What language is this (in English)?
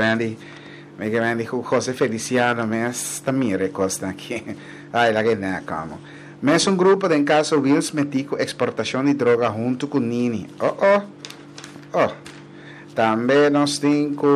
Papiamento